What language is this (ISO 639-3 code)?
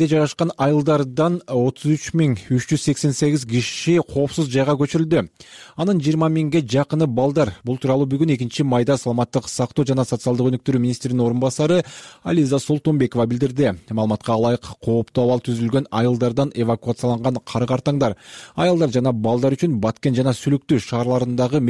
kir